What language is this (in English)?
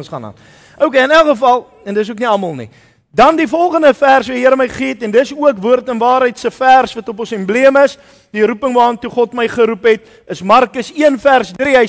Afrikaans